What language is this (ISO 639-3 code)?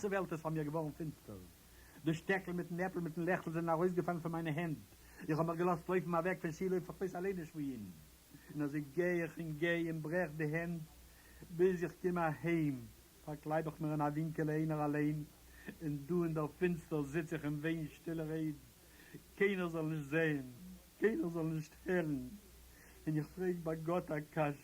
yid